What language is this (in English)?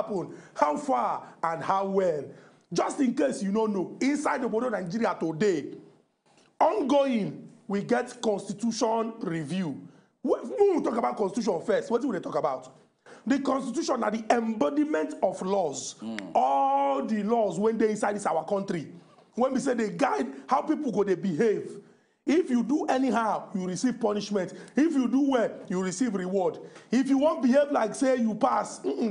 Nigerian Pidgin